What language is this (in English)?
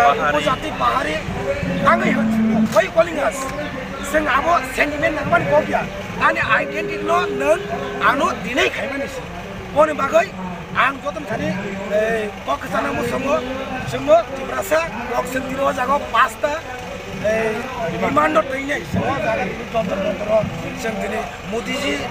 Kok Borok